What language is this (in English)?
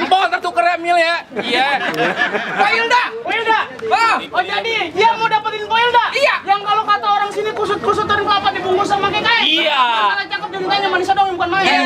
Betawi